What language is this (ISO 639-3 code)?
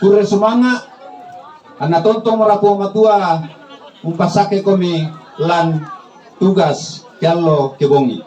sda